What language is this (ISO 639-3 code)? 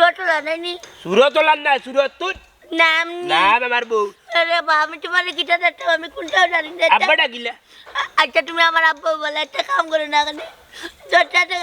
syl